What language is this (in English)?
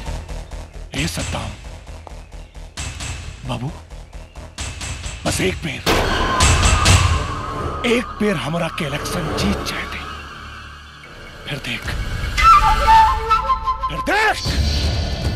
Bhojpuri